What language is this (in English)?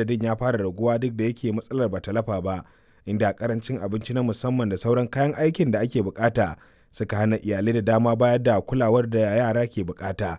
Hausa